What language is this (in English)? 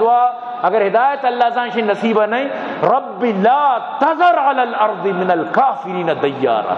Eastern Balochi